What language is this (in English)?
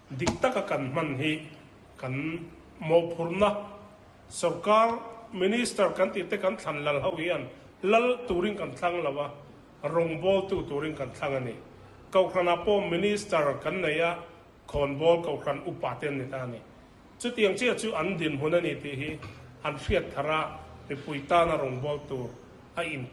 Mizo